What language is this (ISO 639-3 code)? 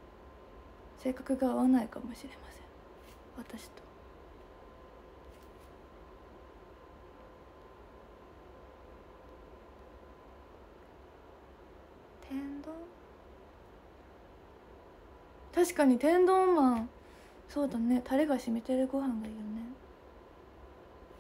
jpn